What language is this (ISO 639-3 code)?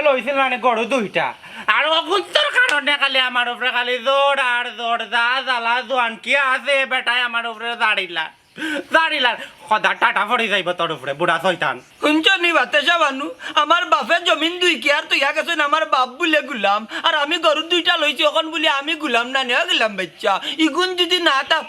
syl